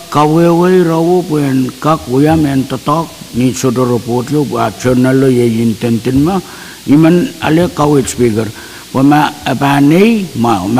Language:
Pohnpeian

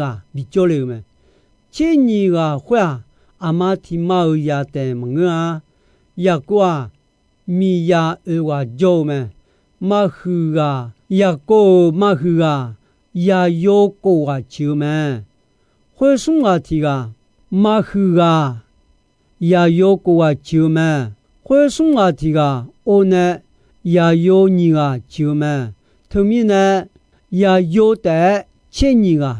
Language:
Akha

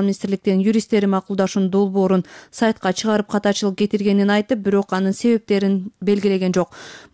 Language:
Kyrgyz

